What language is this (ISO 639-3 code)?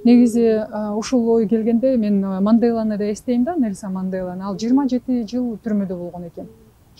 kir